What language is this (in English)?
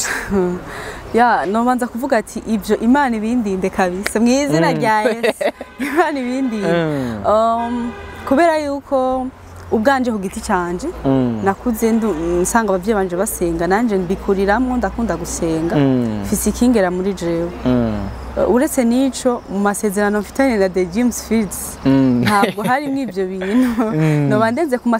Rundi